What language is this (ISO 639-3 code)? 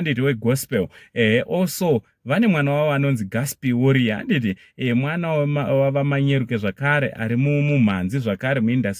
sna